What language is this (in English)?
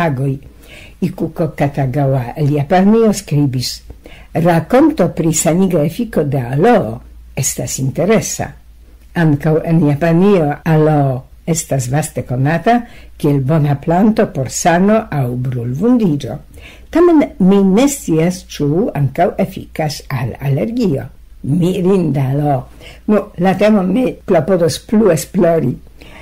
Esperanto